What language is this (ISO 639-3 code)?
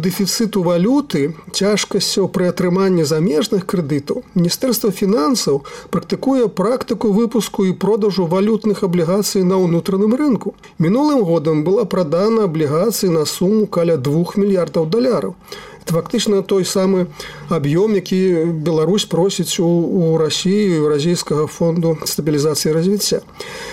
bel